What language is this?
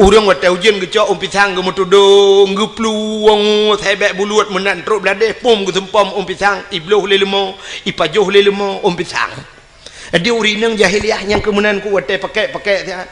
Achinese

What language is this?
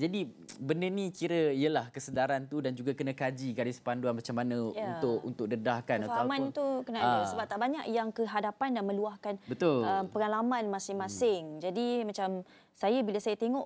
Malay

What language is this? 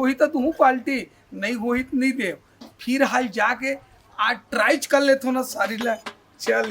Chhattisgarhi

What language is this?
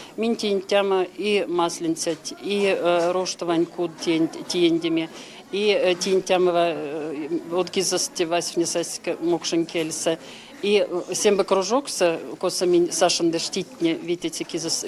Erzya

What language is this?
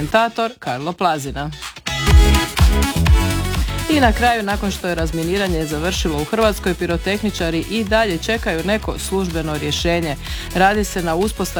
Croatian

